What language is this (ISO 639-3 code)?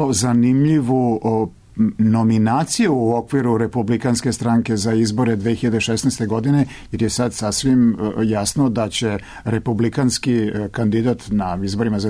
srp